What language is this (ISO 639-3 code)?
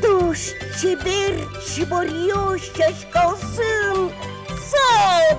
udm